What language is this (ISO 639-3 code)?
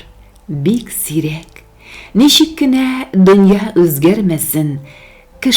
tat